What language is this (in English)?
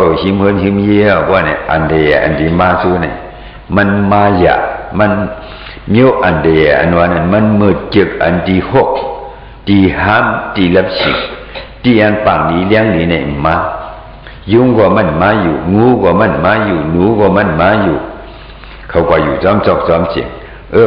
Shan